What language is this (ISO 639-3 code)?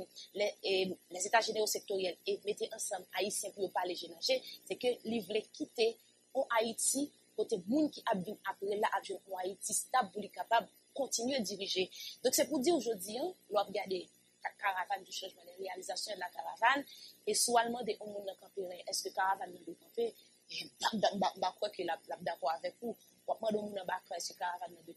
fra